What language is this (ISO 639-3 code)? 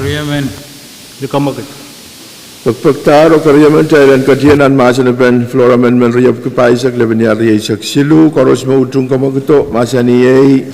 pon